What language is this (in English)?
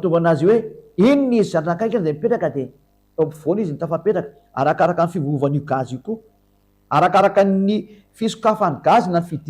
Malagasy